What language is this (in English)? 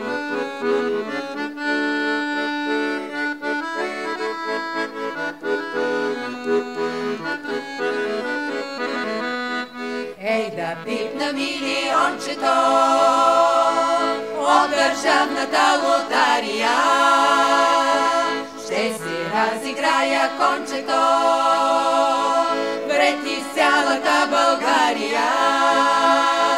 Bulgarian